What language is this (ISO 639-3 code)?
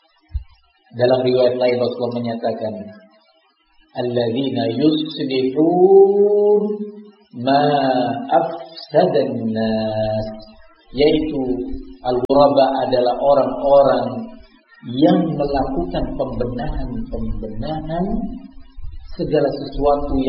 ind